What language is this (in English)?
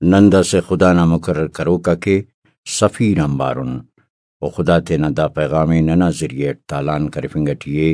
Brahui